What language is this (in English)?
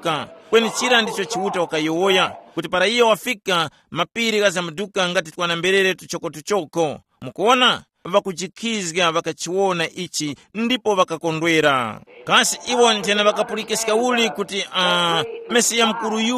Tumbuka